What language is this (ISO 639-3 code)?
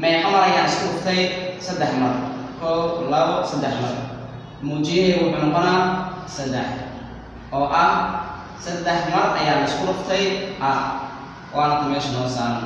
som